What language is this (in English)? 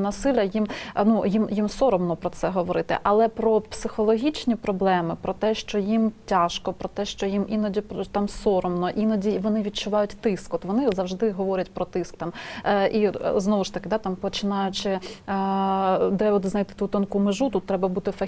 Ukrainian